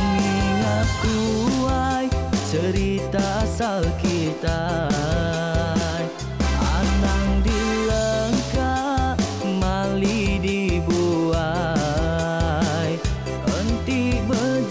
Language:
Iban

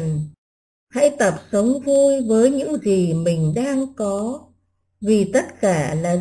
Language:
Vietnamese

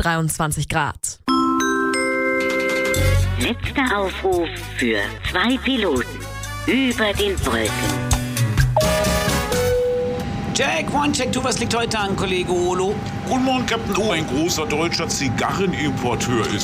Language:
German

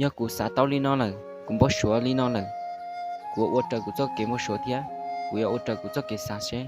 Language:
Hmong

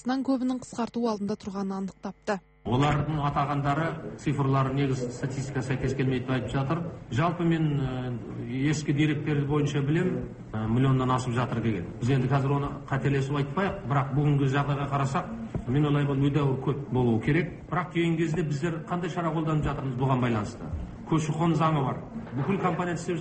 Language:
Kazakh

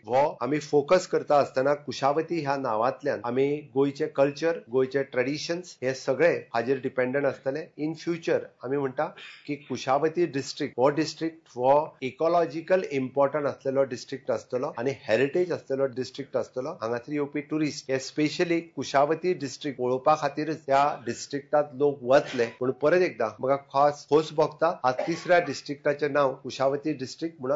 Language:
Konkani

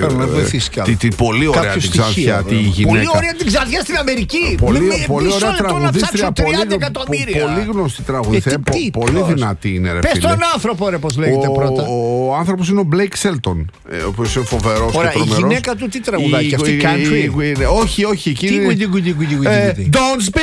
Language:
Greek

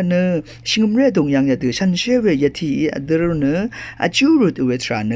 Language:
Rawang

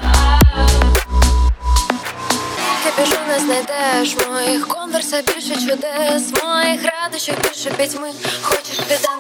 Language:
Ukrainian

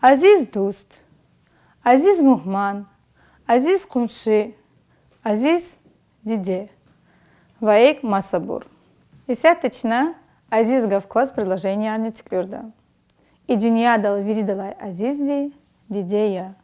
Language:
Lezghian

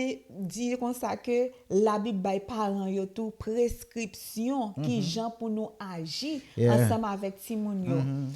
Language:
Haitian Creole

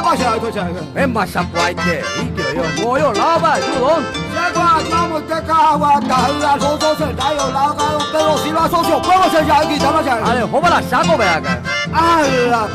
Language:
Guarani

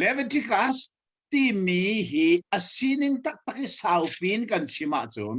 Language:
Hakha Chin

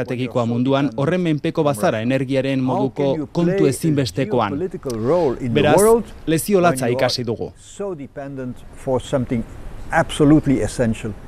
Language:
Basque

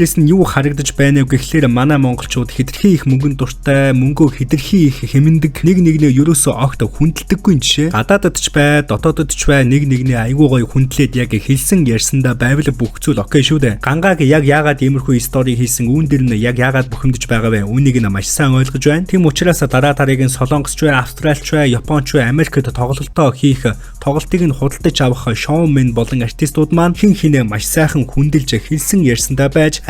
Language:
Mongolian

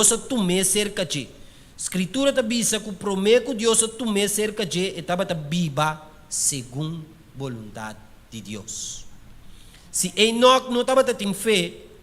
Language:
Papiamento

